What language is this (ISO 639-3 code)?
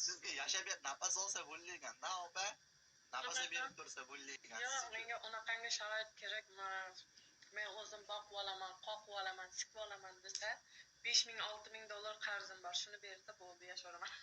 uzb